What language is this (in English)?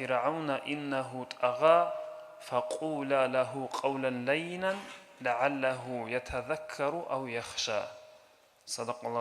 Avaric